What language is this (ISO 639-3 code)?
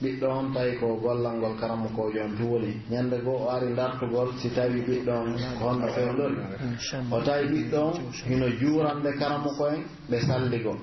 fuf